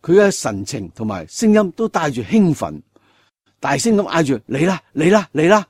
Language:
Cantonese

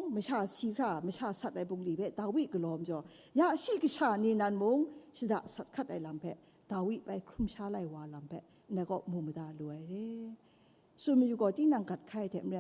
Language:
Kachin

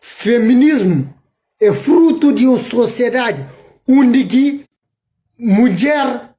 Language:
Kabuverdianu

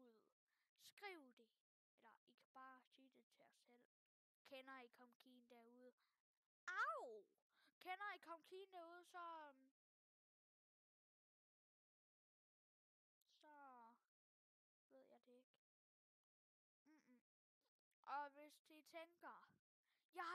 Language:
Danish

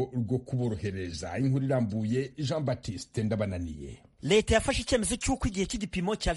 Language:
Kinyarwanda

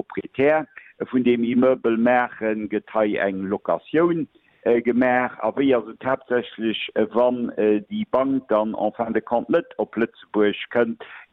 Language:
Luxembourgish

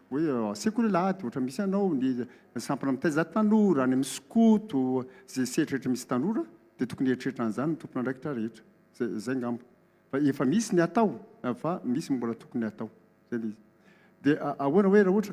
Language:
Malagasy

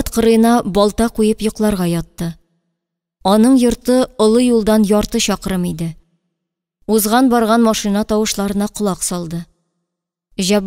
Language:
Tatar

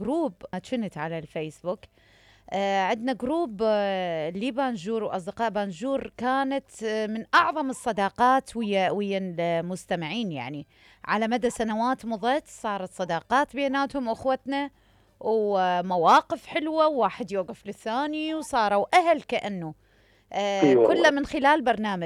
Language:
Mesopotamian Arabic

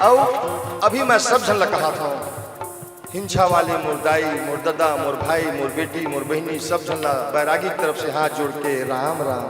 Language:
Chhattisgarhi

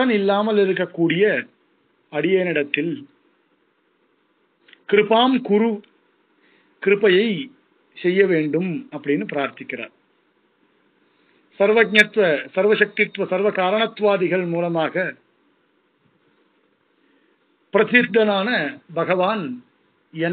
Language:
Tamil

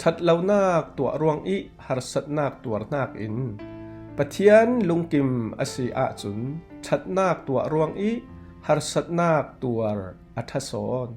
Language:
Falam Chin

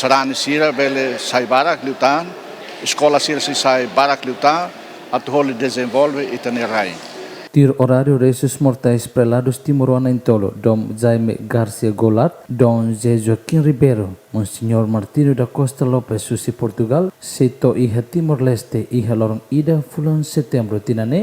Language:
Tetum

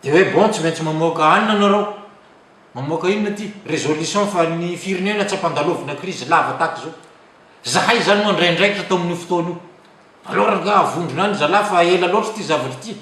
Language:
Malagasy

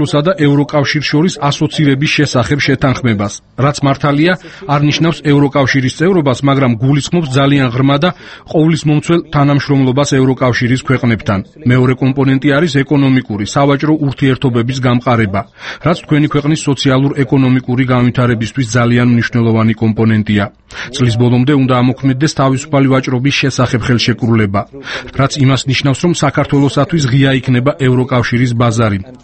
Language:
Georgian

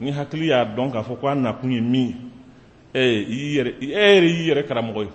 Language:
Somali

